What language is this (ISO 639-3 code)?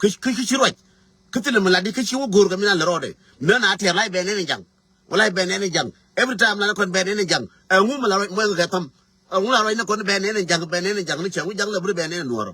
nus